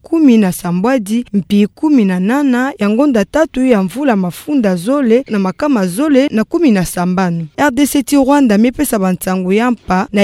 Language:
Kituba (Democratic Republic of Congo)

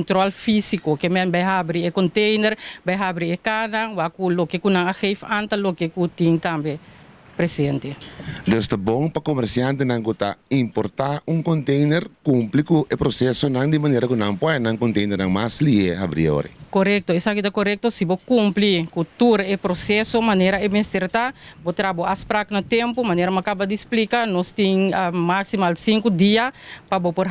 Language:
Papiamento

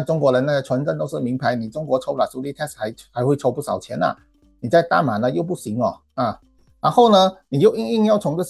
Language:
Chinese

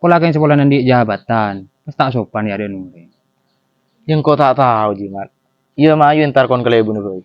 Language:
Madurese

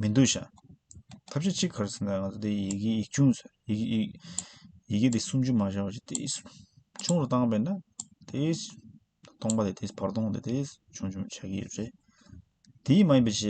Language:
Tibetan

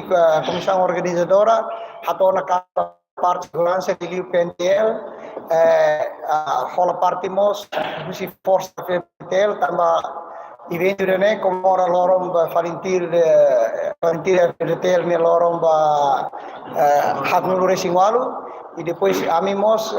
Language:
Tetum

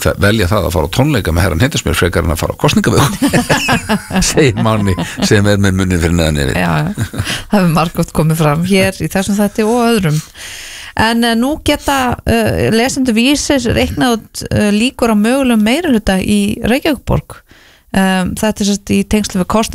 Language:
Icelandic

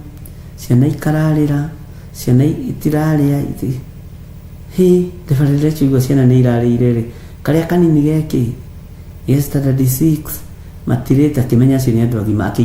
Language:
Kikuyu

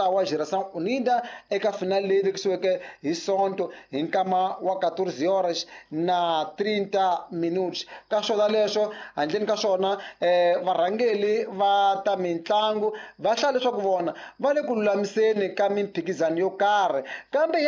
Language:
Tsonga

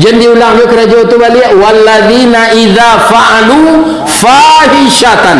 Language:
Minangkabau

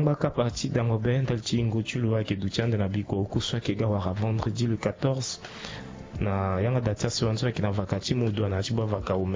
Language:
Sango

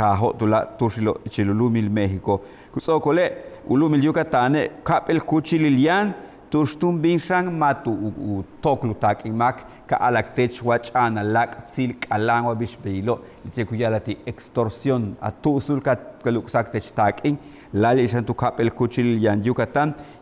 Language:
Yucateco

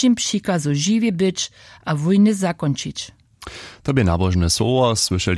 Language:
Upper Sorbian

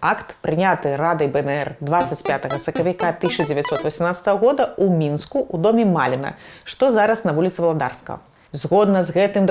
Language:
Belarusian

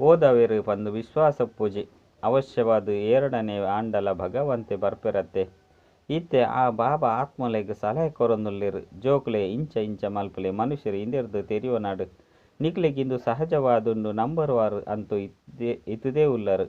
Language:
Tulu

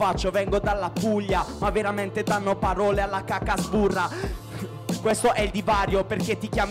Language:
Italian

